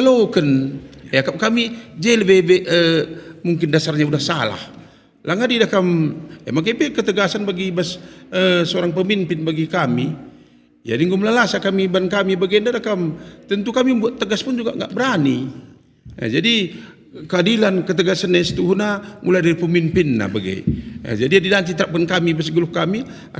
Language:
Batak Karo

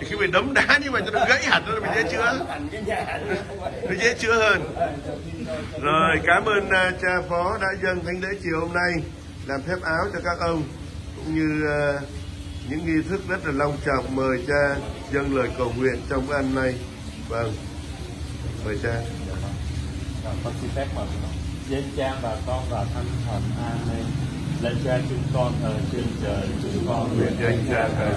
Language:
Vietnamese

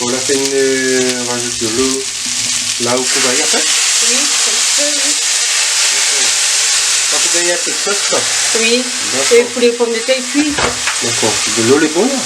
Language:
Réunion Creole French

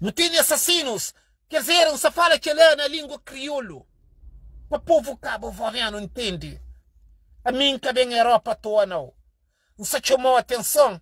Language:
Kabuverdianu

